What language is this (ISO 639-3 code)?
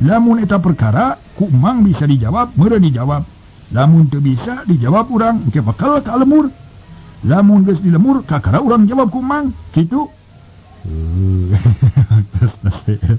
sun